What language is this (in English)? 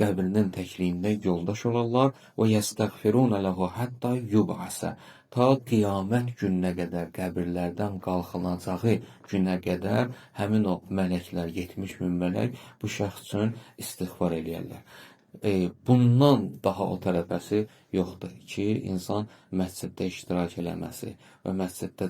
Azerbaijani